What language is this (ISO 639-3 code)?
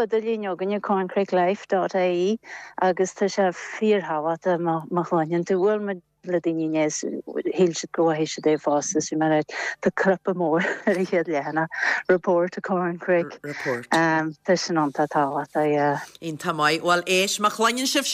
gle